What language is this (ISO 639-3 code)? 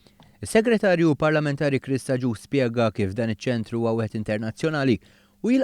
mlt